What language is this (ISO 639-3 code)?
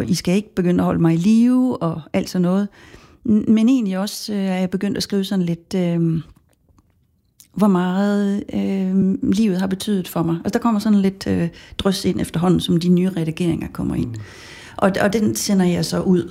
dan